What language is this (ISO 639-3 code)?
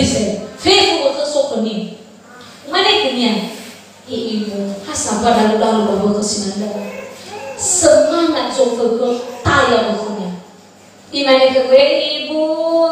nia